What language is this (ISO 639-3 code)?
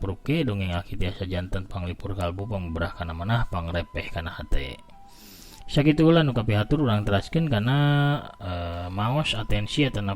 sun